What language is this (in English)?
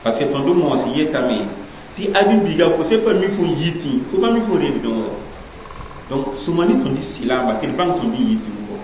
Mossi